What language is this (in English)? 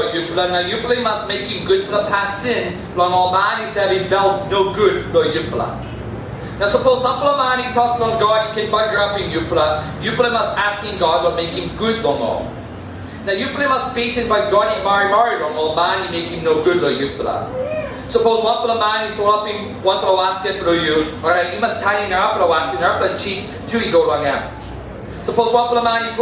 Tok Pisin